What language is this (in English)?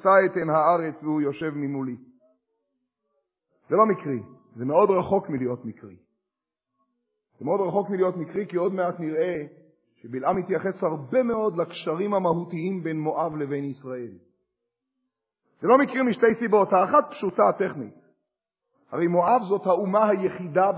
Hebrew